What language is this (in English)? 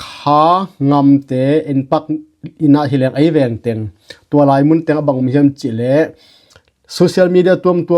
Tedim Chin